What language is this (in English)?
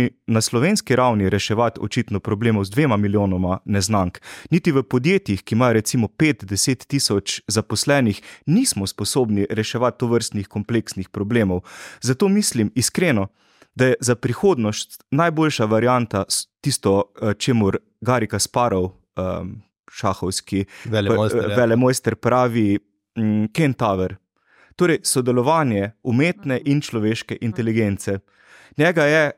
Slovenian